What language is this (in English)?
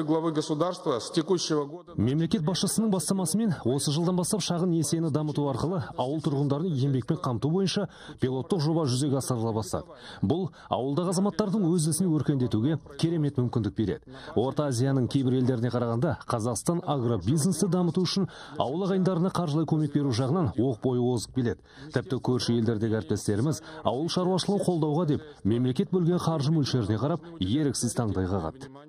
Kazakh